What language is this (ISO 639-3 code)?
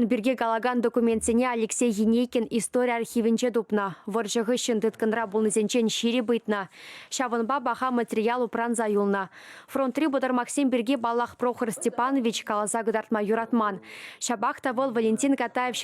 chv